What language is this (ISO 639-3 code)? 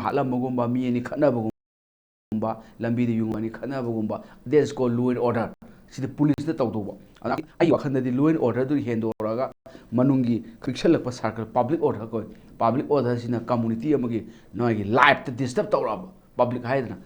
mni